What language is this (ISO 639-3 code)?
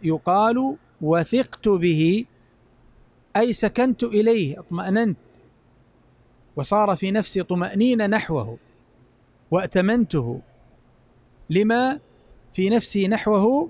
ara